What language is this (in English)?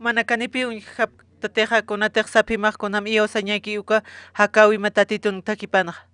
Aymara